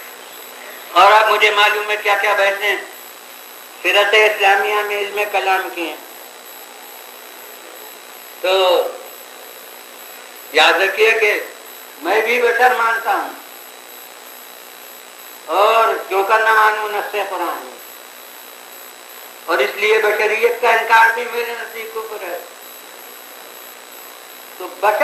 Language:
Urdu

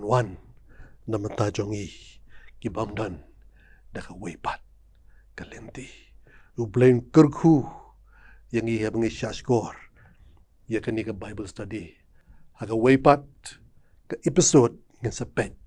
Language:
Khasi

